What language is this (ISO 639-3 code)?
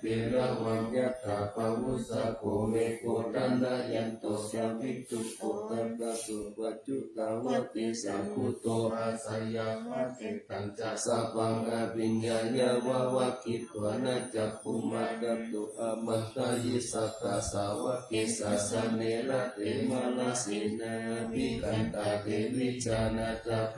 pli